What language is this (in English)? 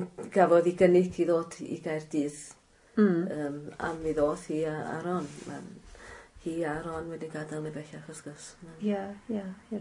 Welsh